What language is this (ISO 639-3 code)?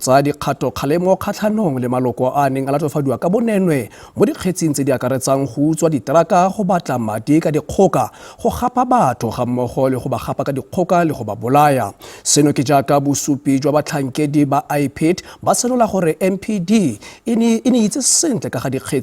tsn